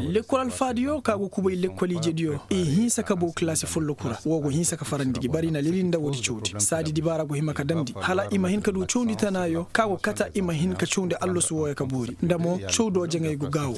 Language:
Koyraboro Senni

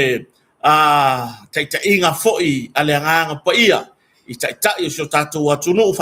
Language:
Samoan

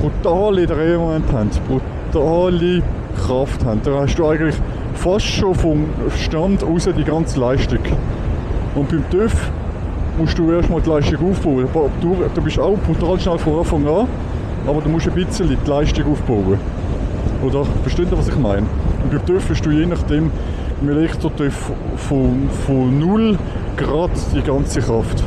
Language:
Swiss German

